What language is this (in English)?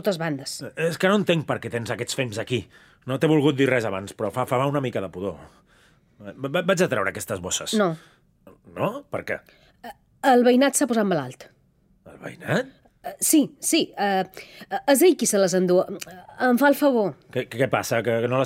Catalan